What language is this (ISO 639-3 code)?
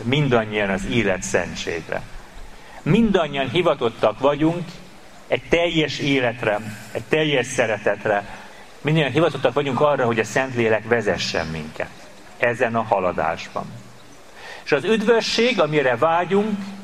hun